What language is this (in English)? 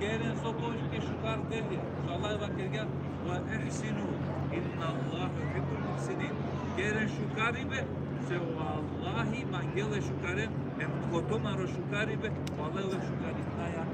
Balkan Romani